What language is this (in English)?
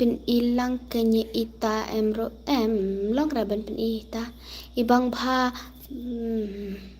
Khasi